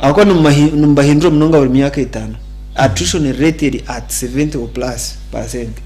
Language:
Nyankole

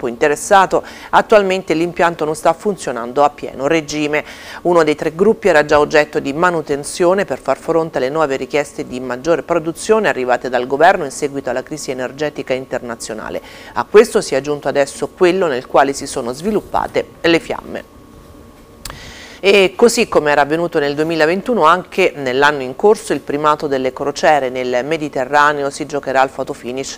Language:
Italian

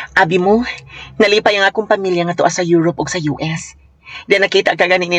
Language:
Cebuano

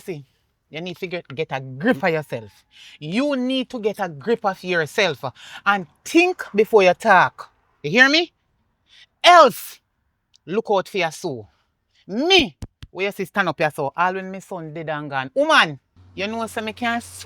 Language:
Jamaican Creole English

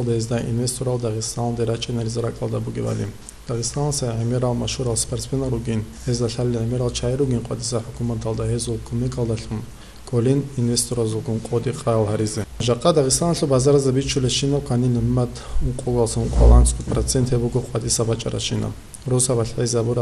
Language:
Avaric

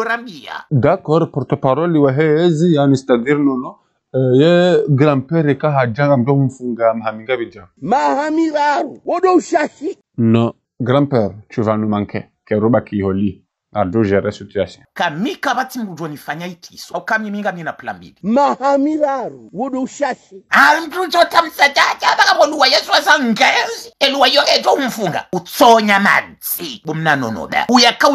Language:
Ngazidja Comorian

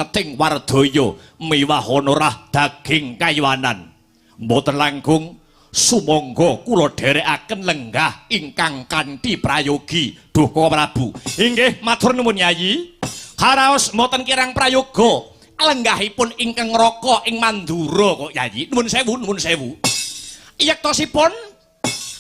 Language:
Javanese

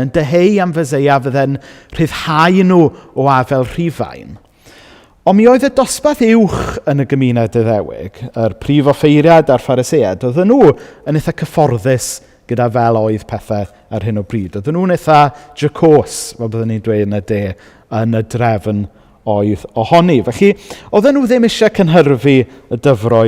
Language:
Welsh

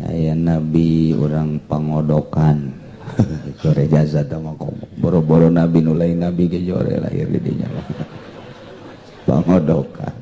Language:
Sundanese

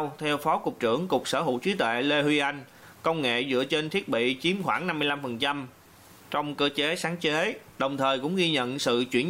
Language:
Vietnamese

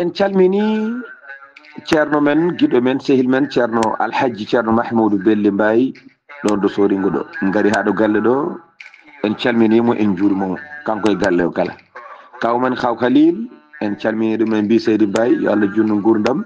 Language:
Fula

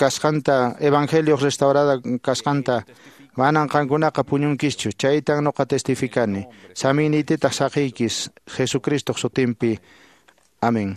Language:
Quechua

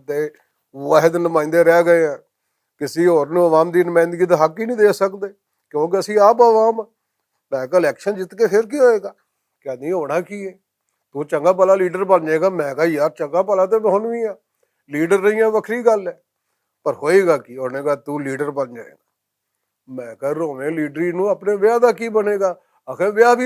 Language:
Western Panjabi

